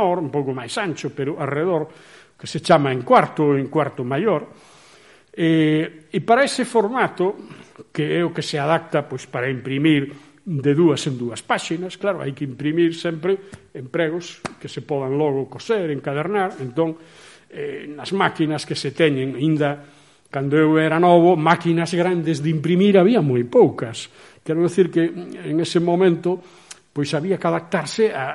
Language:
Galician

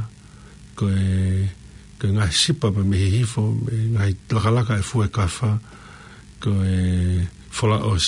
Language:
Tongan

